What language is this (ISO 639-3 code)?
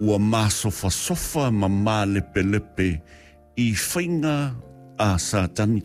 smo